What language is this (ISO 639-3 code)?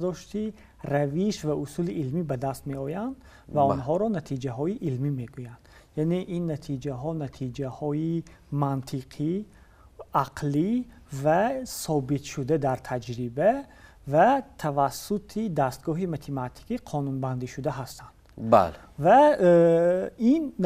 tgk